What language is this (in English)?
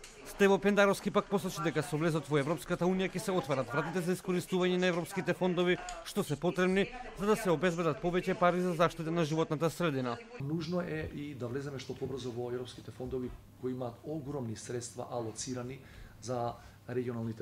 Macedonian